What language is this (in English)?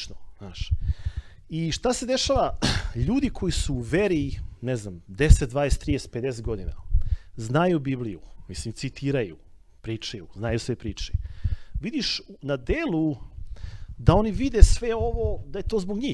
Serbian